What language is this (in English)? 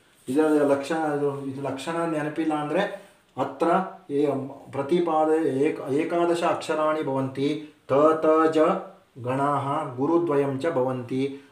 Kannada